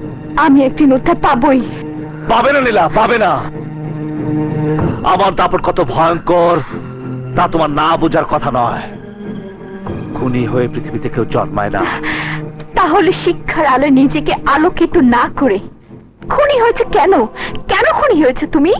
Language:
Bangla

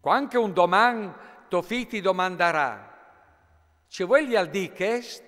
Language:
Friulian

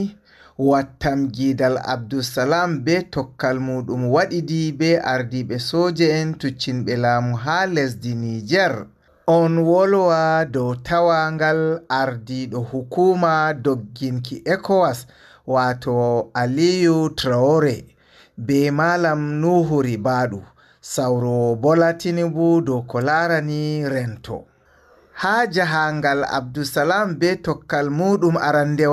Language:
Fula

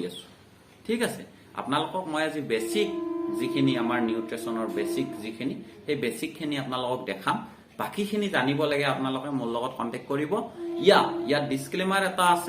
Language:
Assamese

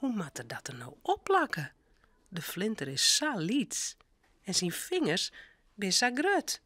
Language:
Western Frisian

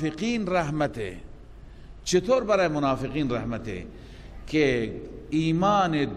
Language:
Persian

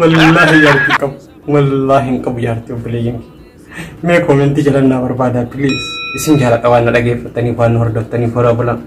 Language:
Oromo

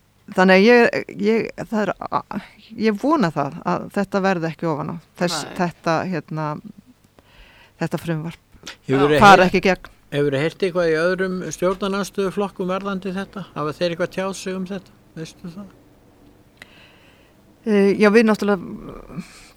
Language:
Icelandic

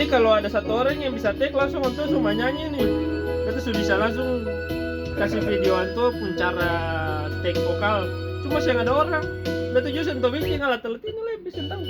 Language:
Ambonese Malay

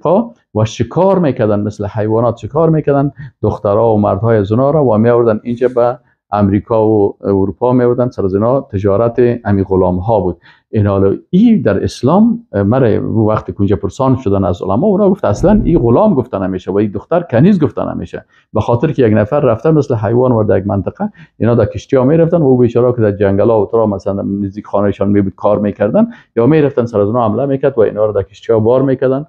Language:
Persian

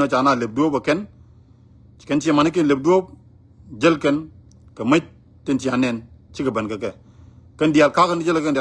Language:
Nuer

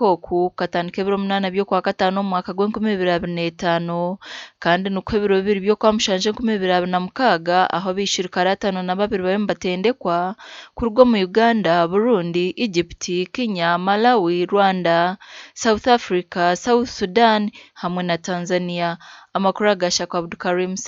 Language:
Nyankole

